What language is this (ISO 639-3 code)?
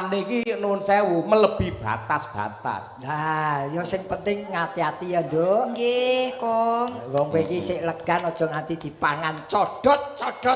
jav